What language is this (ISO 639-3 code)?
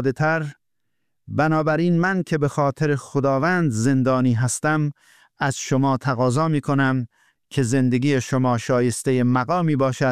fas